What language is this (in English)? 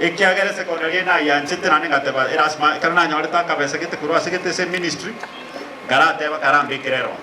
Gusii